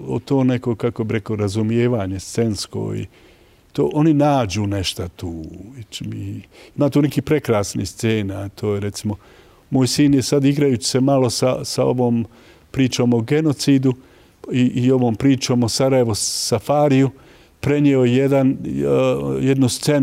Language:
Bosnian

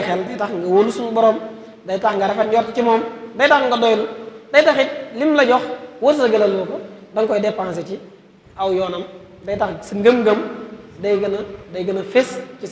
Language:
Wolof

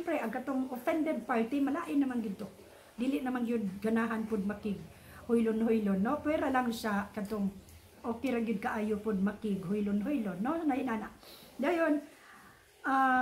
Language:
Cebuano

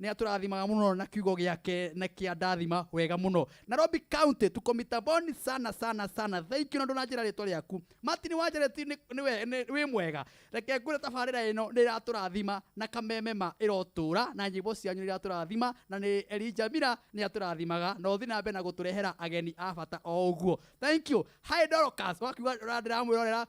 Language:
Kikuyu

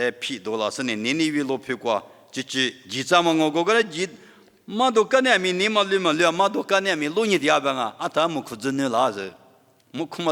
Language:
Lisu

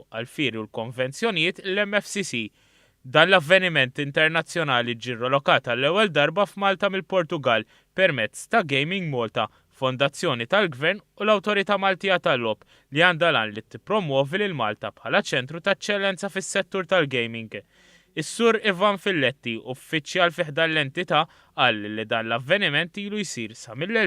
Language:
Maltese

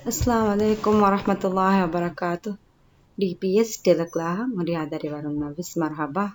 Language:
Divehi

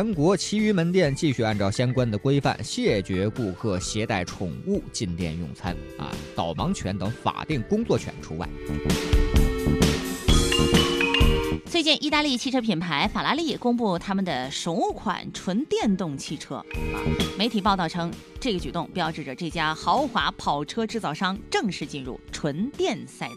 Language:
Chinese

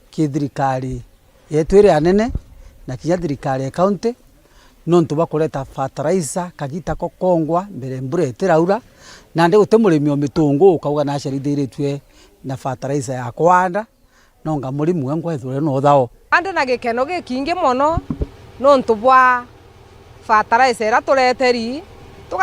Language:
Meru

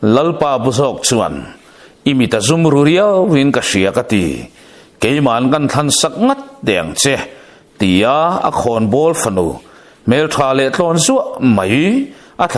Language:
Mizo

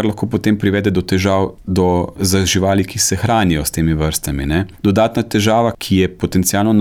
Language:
Slovenian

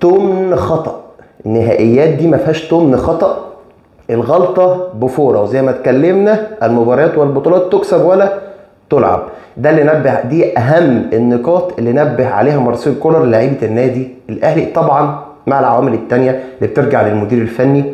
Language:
Egyptian Arabic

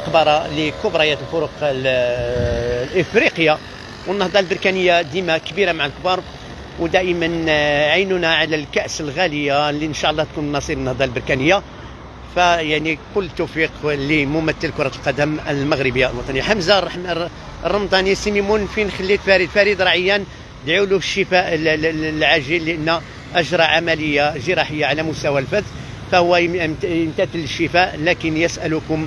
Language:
Moroccan Arabic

